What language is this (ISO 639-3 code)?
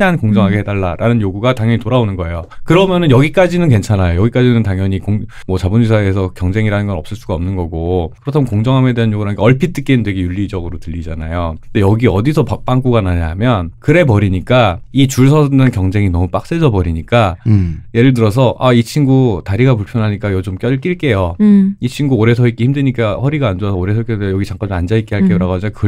kor